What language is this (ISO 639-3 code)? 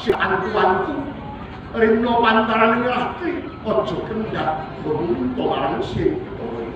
jav